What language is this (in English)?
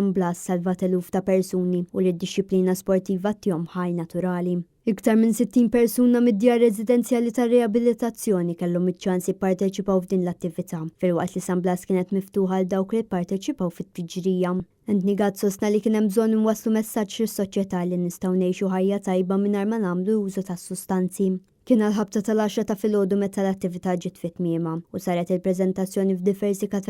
Maltese